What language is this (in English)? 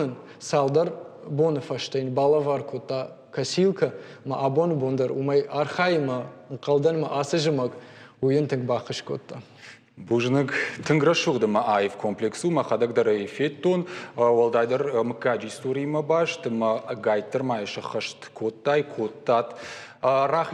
Ossetic